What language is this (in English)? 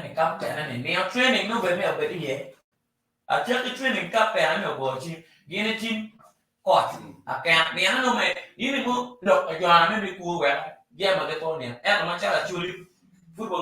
Acoli